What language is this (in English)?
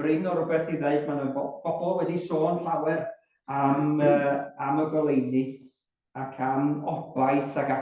Welsh